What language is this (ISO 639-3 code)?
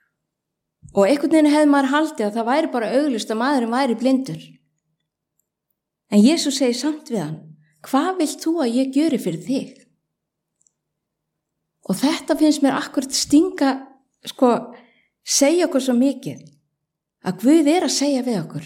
isl